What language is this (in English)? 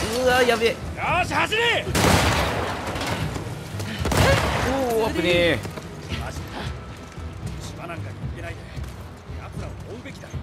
Japanese